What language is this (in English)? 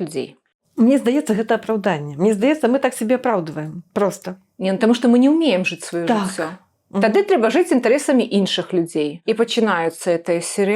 Belarusian